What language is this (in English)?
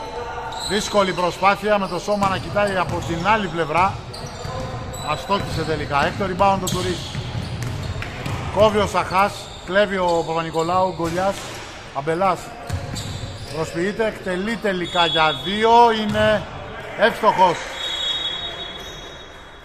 Greek